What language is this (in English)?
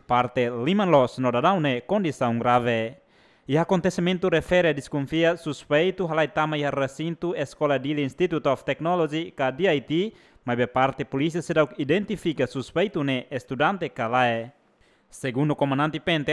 Tetum